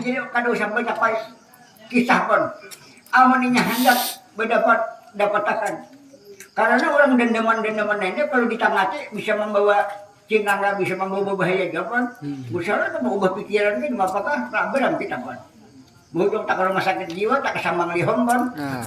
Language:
Banjar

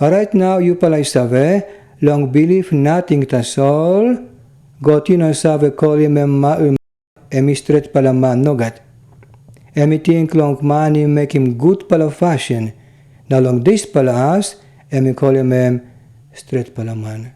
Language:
Tok Pisin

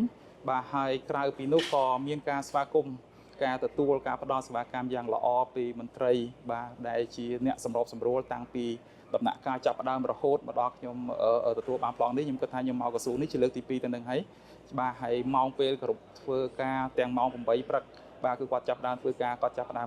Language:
Khmer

